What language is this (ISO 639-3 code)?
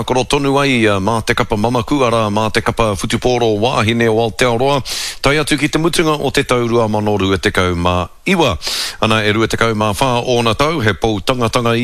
mri